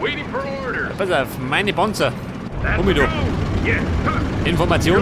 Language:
Bavarian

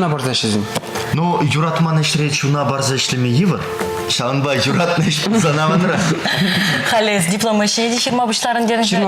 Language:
Chuvash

